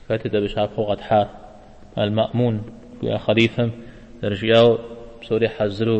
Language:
Kabardian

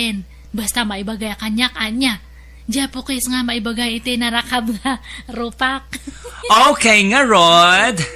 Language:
Iloko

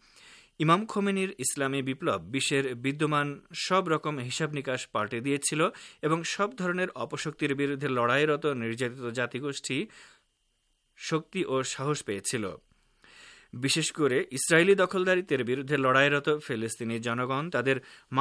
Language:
Bangla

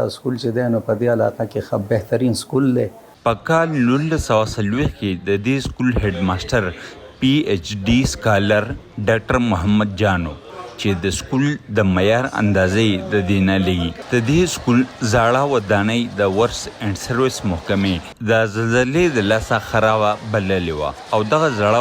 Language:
Pashto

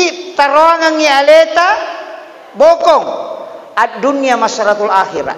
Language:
Buginese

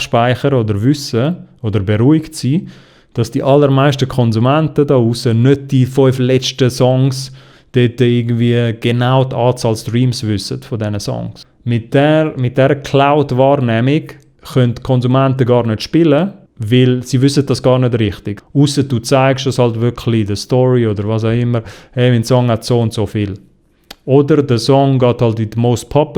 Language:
Swiss German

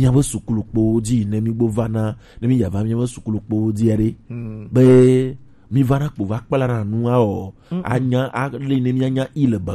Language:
Gen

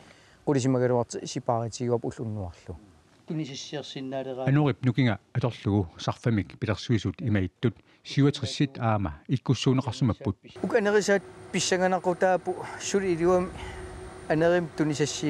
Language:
Kalaallisut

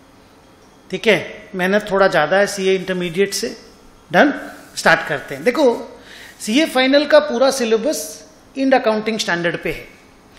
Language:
Hindi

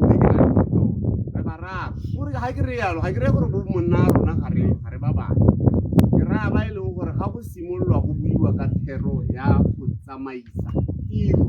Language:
Tswana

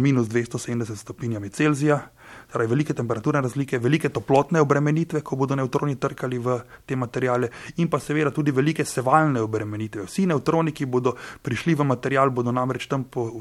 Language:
Slovenian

